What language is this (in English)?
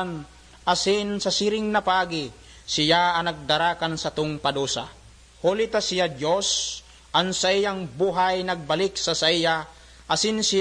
Bikol